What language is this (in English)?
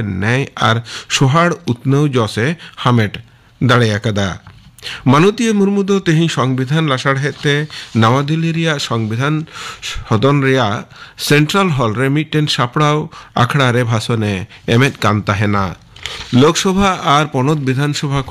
Santali